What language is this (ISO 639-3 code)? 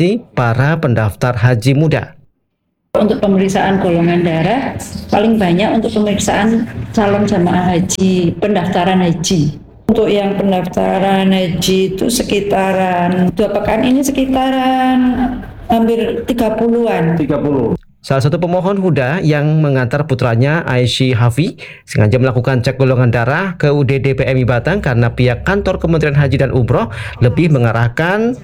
ind